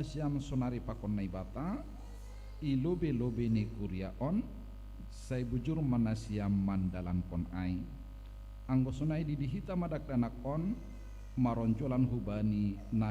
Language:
Batak Simalungun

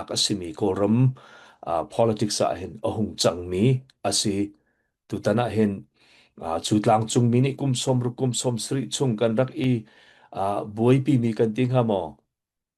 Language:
Hakha Chin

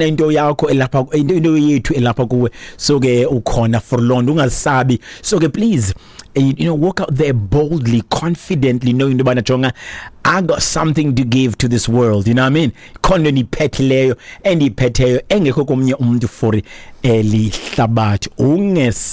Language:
Xhosa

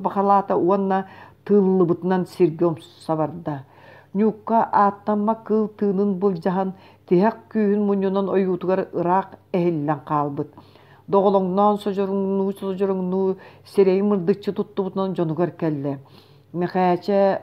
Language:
Yakut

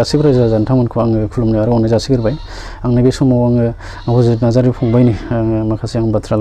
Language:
Bodo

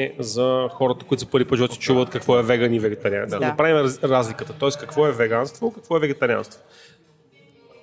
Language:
Bulgarian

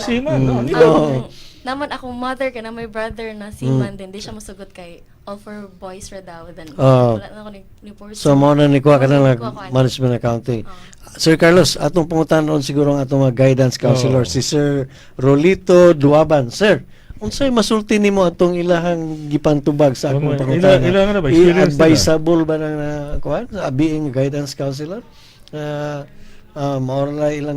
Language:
Cebuano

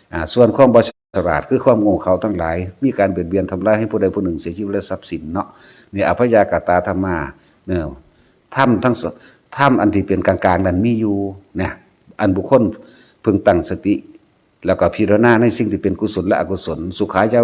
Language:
Northeastern Thai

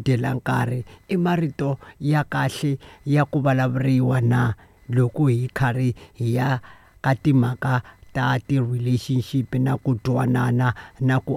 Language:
Tsonga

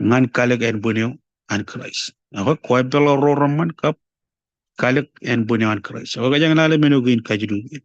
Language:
Marshallese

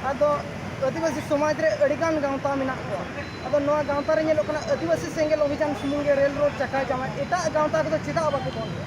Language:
Santali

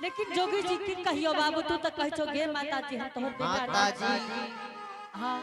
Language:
Angika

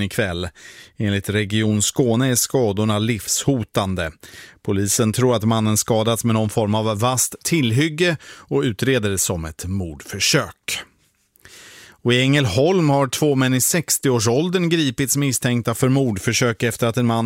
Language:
Swedish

